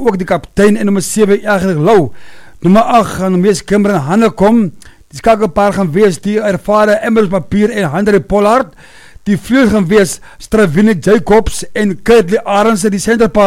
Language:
Afrikaans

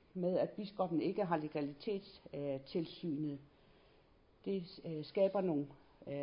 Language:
Danish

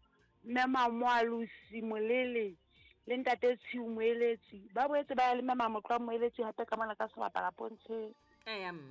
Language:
Southern Sotho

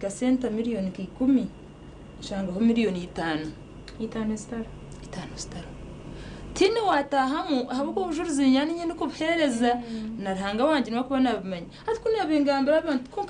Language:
Nyankole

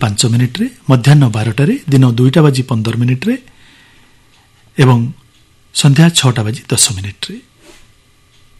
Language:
Odia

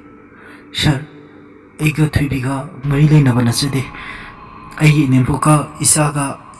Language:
Manipuri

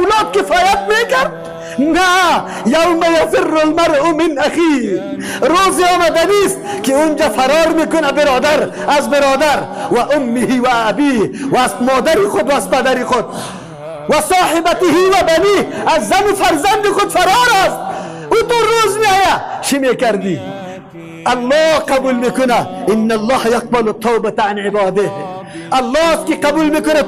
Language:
Persian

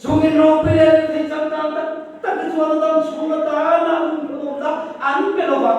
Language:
Mizo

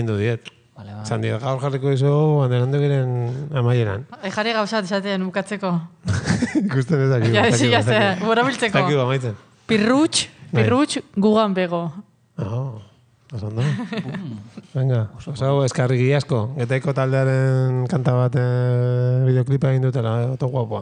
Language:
Basque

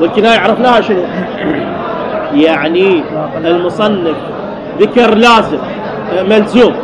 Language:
Mesopotamian Arabic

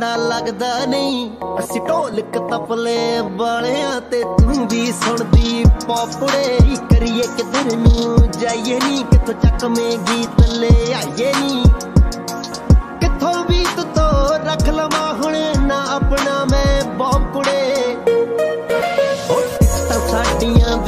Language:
Punjabi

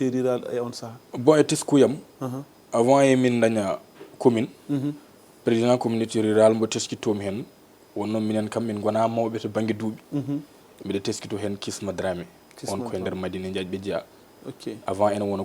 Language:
Fula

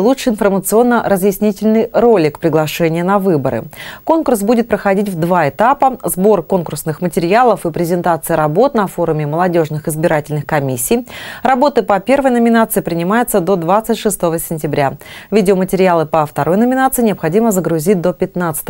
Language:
Russian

